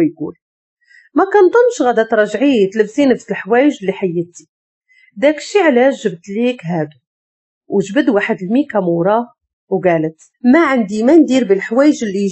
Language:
Moroccan Arabic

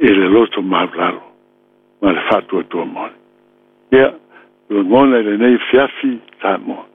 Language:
Samoan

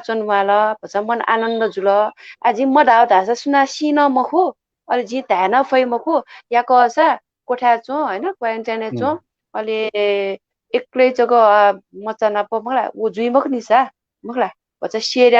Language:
Newari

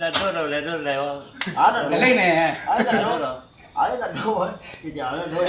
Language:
Minangkabau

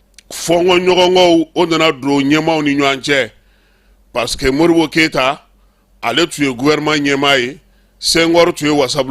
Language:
Bambara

